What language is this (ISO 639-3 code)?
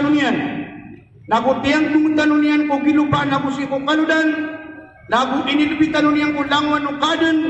mrw